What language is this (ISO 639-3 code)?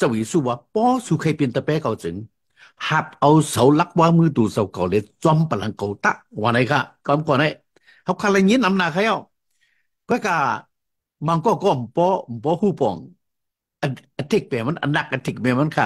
shn